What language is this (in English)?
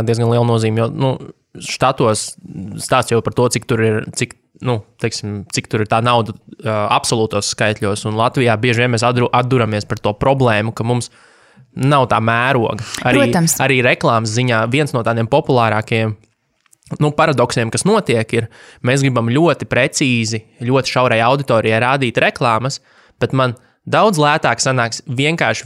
Latvian